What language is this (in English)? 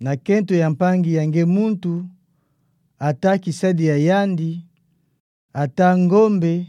Kituba (Democratic Republic of Congo)